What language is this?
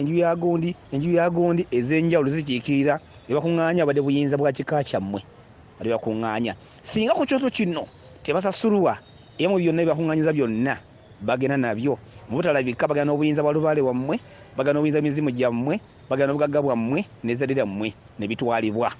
Ganda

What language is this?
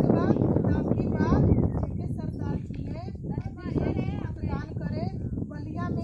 Bhojpuri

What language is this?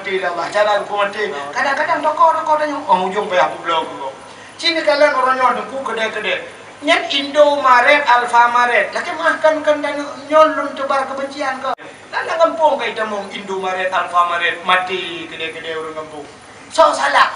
Achinese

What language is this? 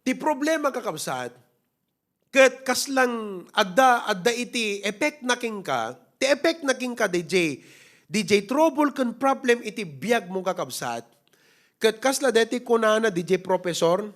Iloko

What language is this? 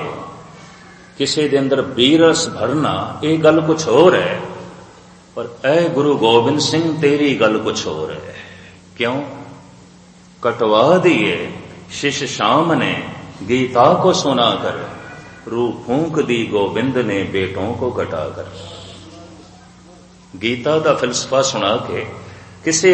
Punjabi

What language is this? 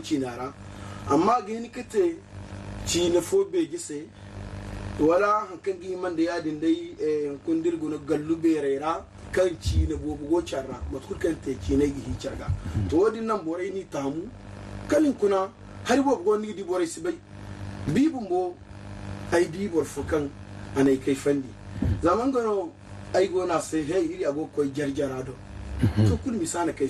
Zarma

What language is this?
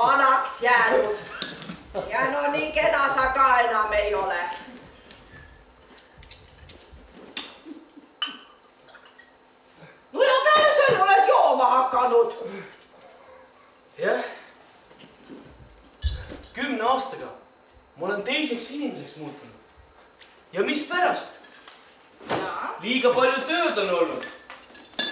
Estonian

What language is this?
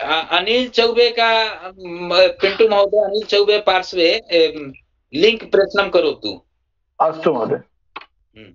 Sanskrit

